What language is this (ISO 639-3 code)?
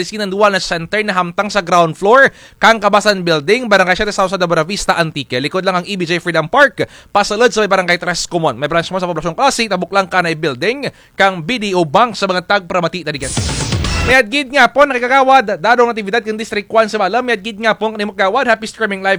krj